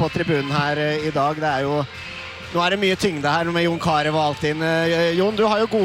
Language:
Norwegian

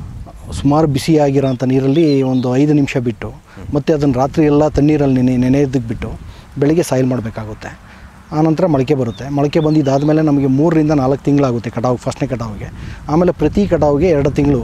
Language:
Kannada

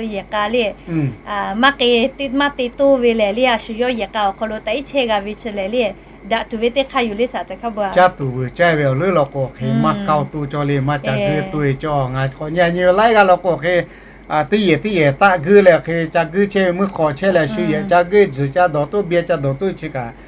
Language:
Lahu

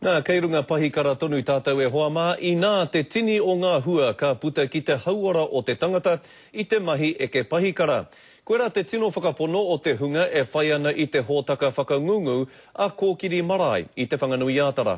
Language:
Māori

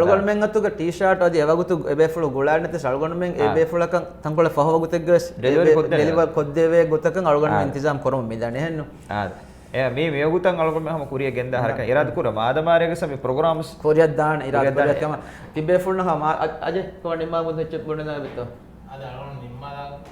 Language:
Divehi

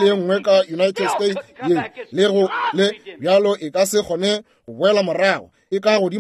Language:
Northern Sotho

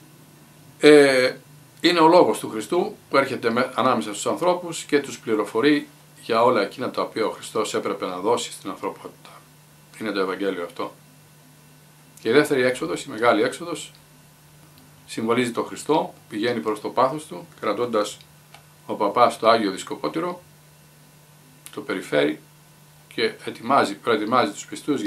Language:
Greek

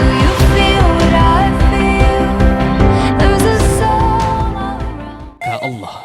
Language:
Sundanese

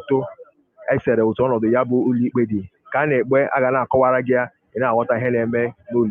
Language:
Igbo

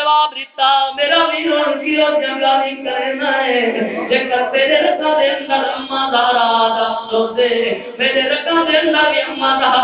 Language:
Saraiki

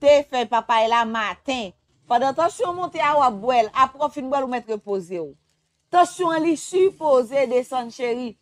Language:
Haitian Creole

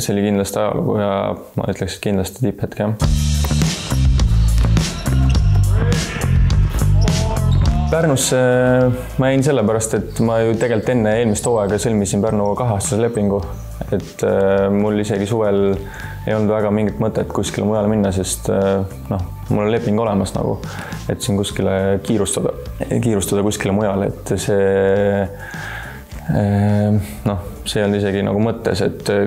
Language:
Estonian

